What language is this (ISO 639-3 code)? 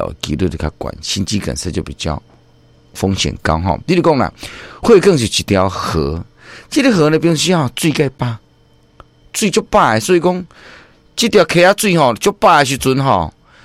nan